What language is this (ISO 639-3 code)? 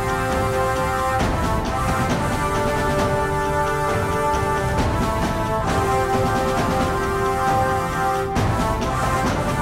tam